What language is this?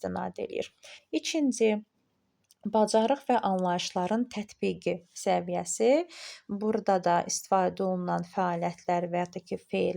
Azerbaijani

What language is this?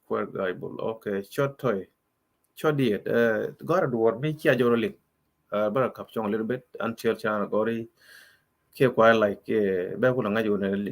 Nuer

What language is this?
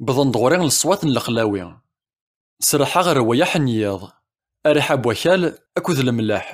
Kabyle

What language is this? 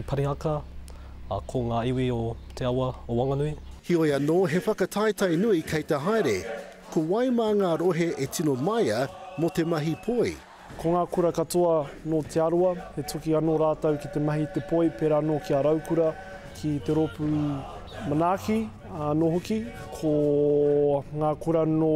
Māori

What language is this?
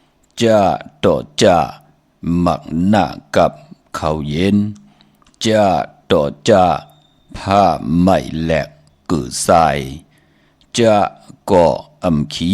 Shan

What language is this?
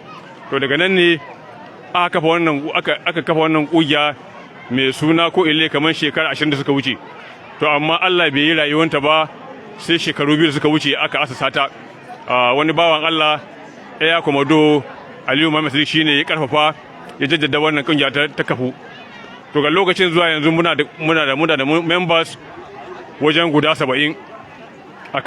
Hausa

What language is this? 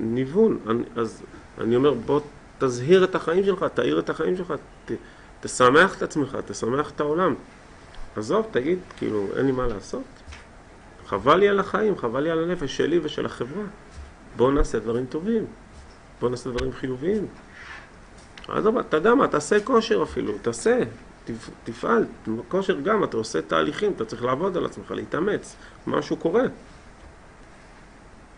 Hebrew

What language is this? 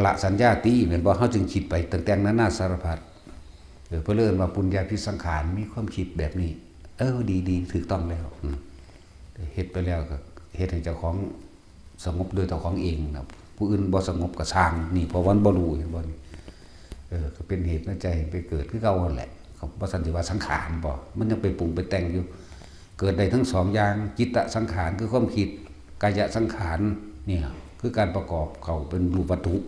Northeastern Thai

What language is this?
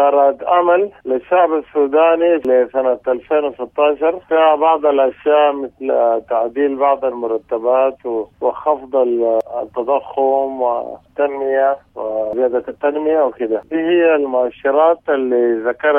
Sudanese Arabic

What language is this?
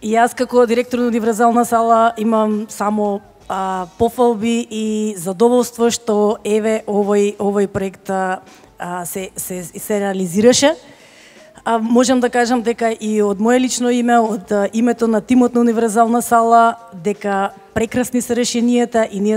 Macedonian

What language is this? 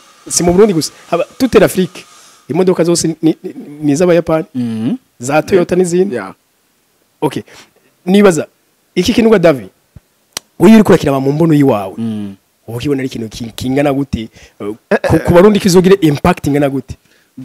Rundi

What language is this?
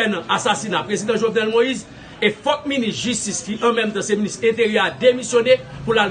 Haitian Creole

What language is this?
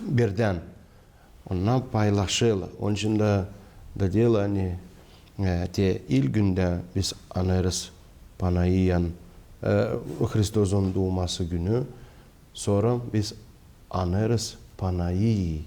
Gagauz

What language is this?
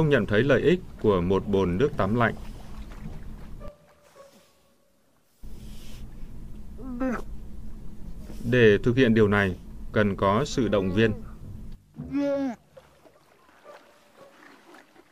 Vietnamese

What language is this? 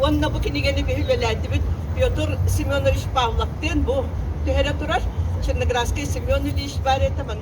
Yakut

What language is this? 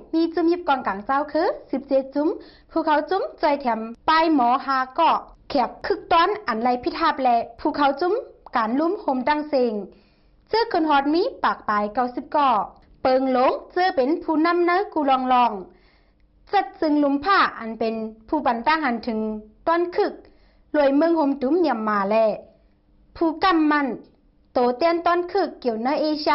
Shan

